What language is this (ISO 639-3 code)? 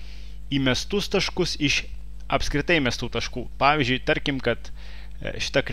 lit